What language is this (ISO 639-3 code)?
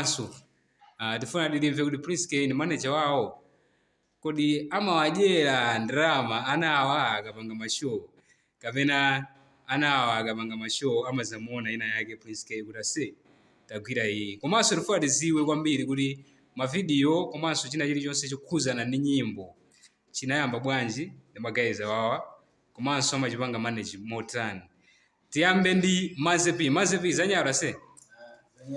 nya